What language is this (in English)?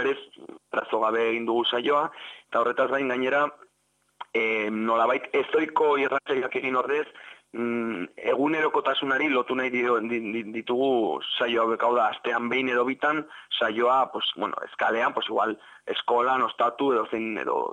Basque